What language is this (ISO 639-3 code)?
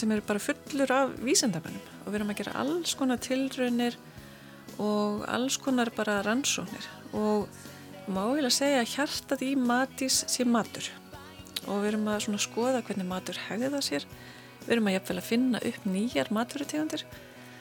isl